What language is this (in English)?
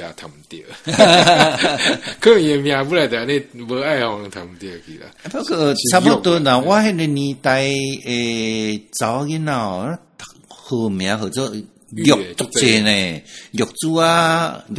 Min Nan Chinese